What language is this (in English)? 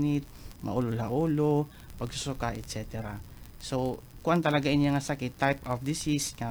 Waray